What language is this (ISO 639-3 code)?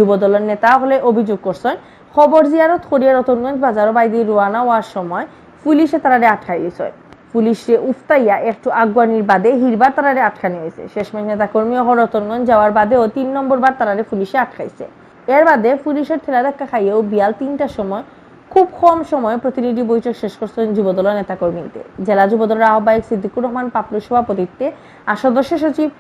syl